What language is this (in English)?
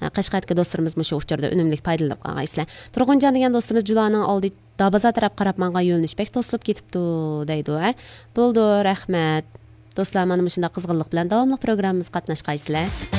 Uyghur